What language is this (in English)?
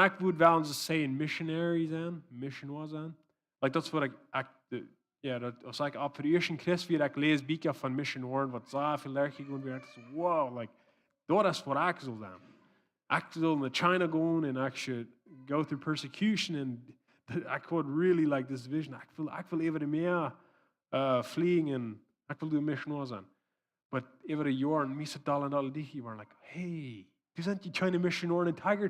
Plautdietsch